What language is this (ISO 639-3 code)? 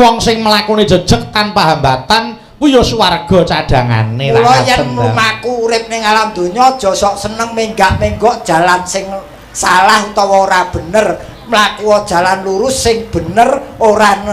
jav